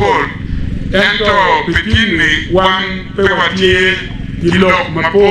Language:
Acoli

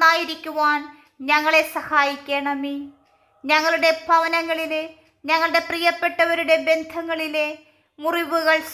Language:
Malayalam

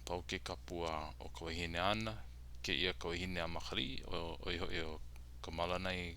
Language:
Hawaiian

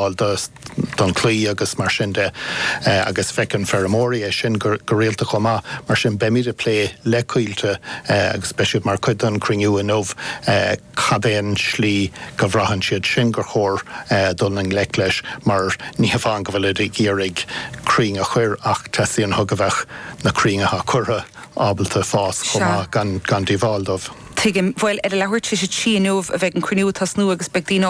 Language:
Irish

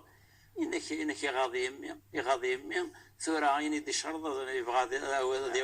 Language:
Kabyle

